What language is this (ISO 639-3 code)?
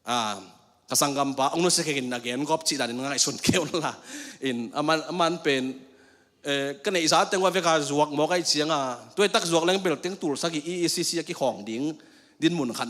ctd